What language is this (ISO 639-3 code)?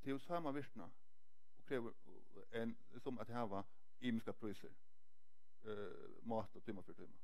fao